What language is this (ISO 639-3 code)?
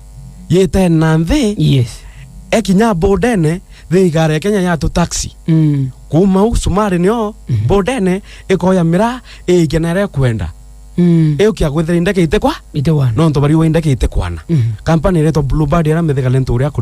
mer